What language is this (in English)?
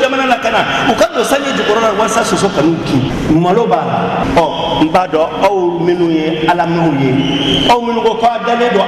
Bambara